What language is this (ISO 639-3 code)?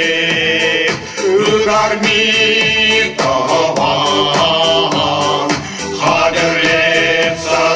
chv